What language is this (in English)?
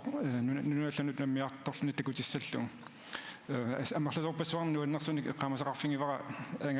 Kalaallisut